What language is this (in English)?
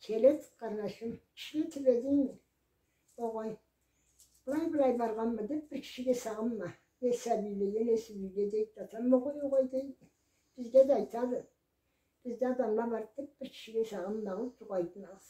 Karachay-Balkar